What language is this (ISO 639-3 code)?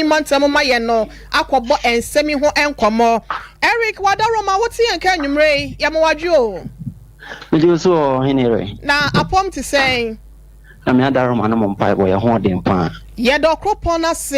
aka